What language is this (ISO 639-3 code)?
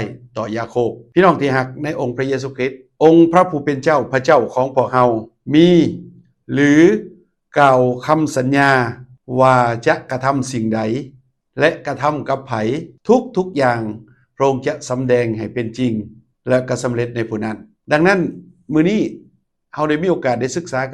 lao